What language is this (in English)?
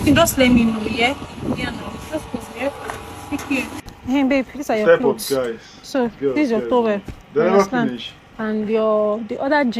Nigerian Pidgin